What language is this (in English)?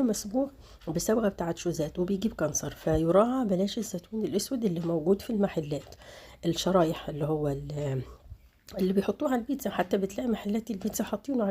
Egyptian Arabic